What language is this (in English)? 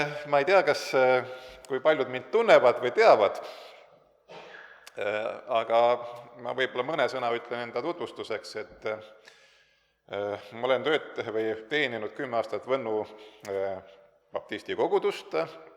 Estonian